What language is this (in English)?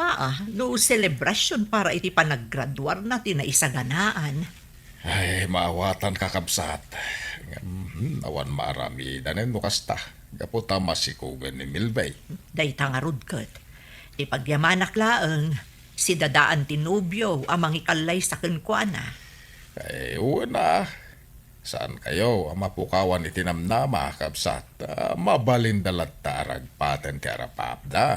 Iloko